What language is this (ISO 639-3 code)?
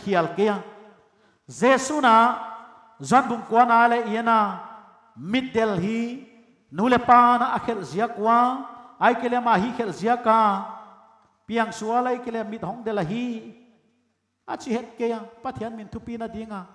pck